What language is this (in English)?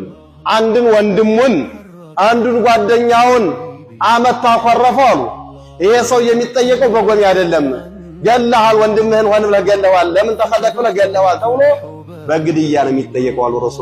Amharic